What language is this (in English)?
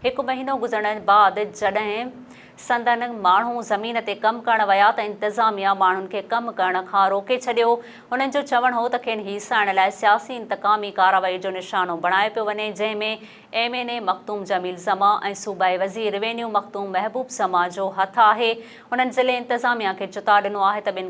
Sindhi